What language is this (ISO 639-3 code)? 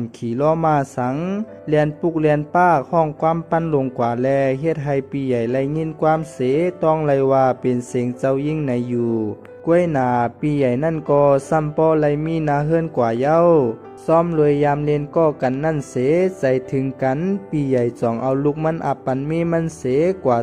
shn